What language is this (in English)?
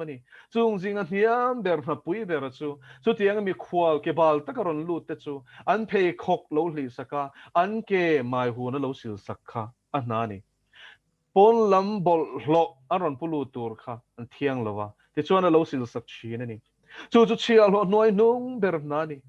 Mizo